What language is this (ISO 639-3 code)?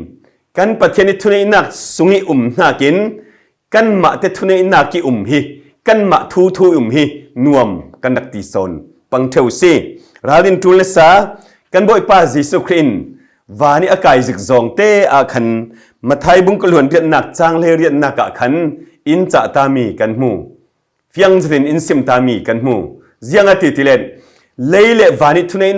cfm